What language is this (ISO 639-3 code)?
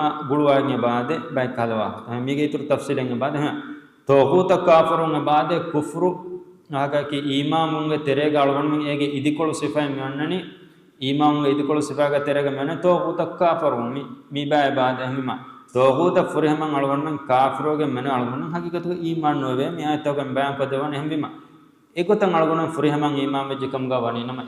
div